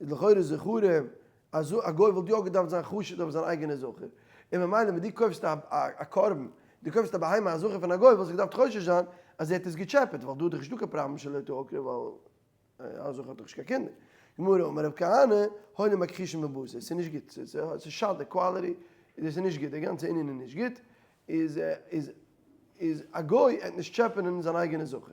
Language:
Yiddish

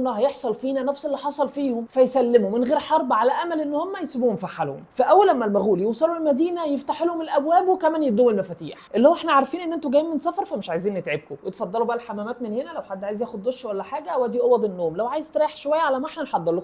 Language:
Egyptian Arabic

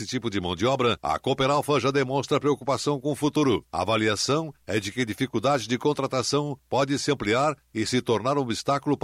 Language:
Portuguese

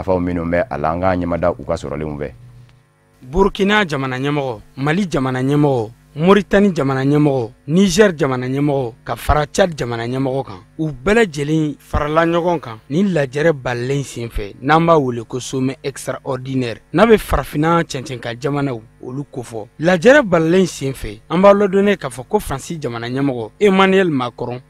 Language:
Bambara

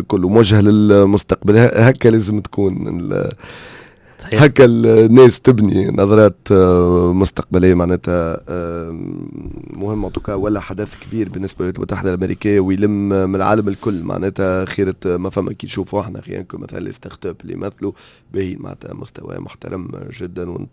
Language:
Tunisian Arabic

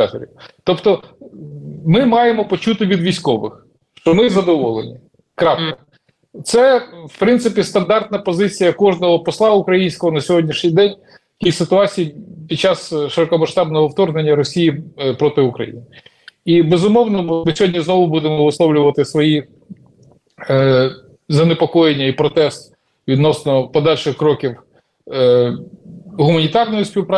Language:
Ukrainian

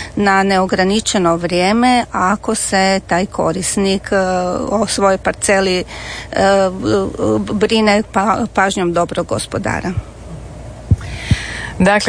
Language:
Croatian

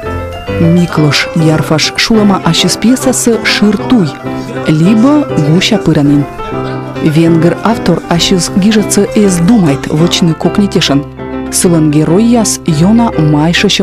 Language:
Komi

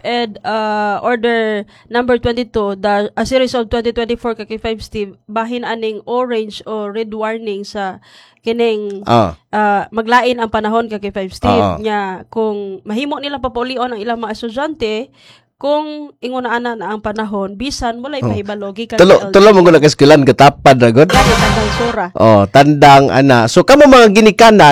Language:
Cebuano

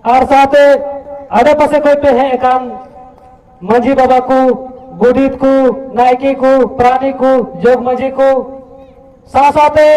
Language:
Santali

